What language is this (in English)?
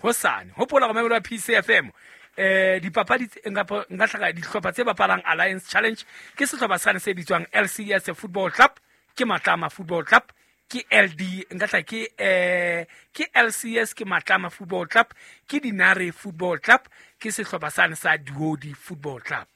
Southern Sotho